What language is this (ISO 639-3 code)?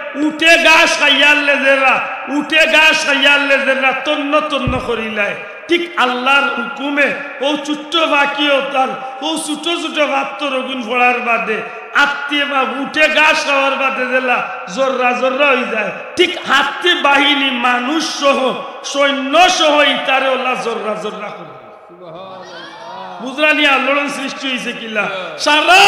syl